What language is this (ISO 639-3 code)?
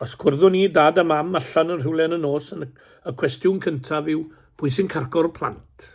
cym